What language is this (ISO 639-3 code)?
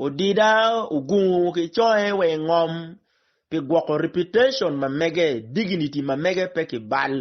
ach